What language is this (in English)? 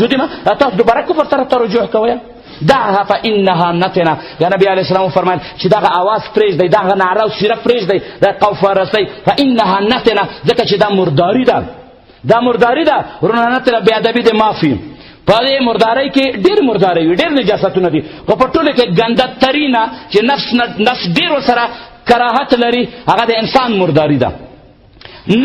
Pashto